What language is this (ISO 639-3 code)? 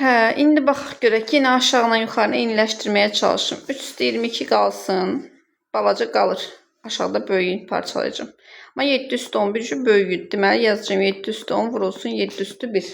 aze